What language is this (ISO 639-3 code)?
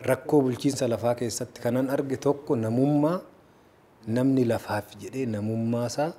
orm